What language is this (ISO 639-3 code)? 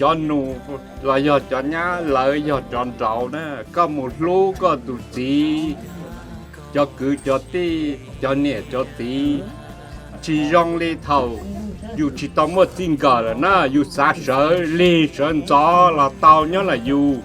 hmn